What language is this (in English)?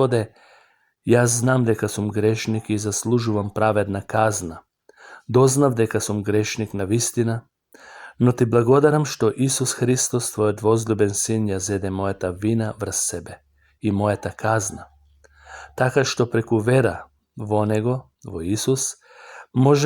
Macedonian